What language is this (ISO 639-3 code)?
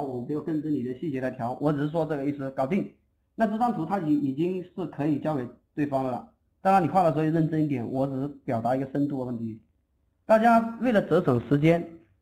zho